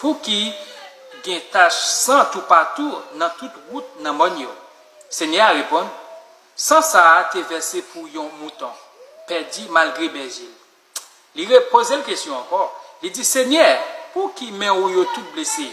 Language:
Haitian Creole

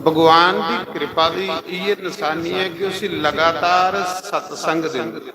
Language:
Dogri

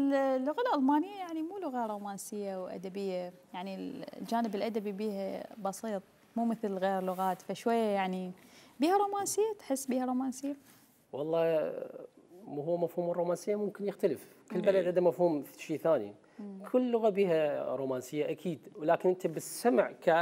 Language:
Mesopotamian Arabic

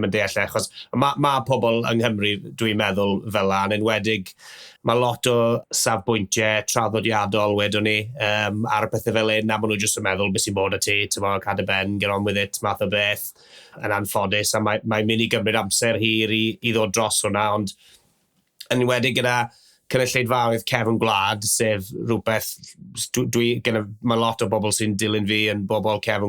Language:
Welsh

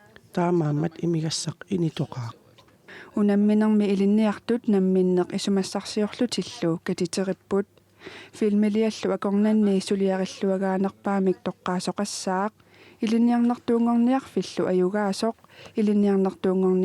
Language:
Kalaallisut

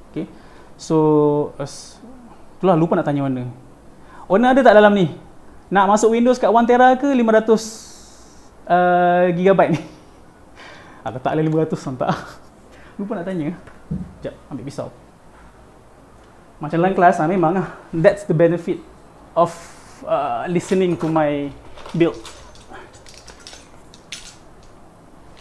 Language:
Malay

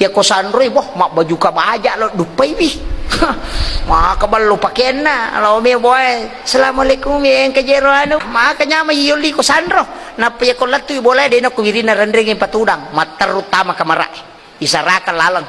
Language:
Buginese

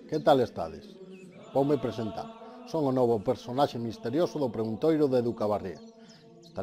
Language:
Galician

